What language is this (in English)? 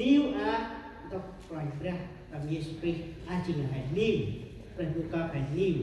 Central Mnong